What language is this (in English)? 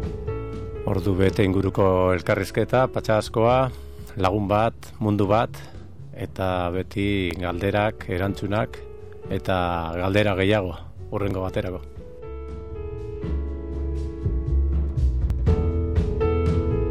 Basque